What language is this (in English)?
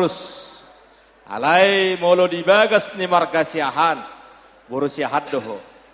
Batak Toba